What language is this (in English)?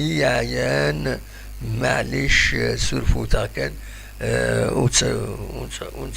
Kabyle